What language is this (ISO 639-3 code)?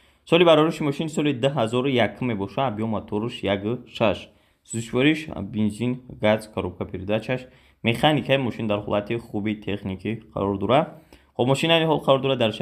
tgk